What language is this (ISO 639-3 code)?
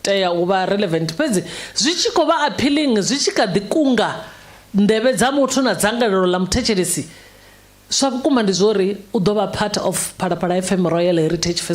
ven